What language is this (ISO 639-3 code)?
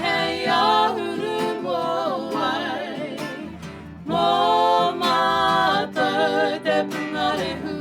mri